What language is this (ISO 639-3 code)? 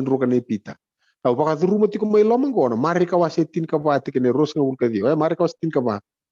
fij